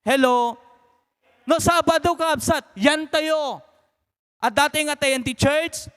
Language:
Iloko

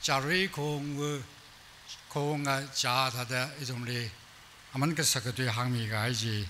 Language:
Tangkhul Naga (India)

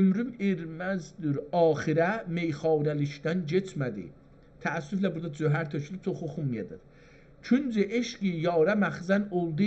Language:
South Azerbaijani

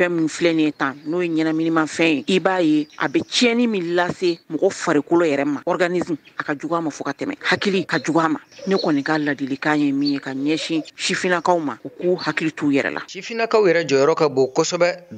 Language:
Bambara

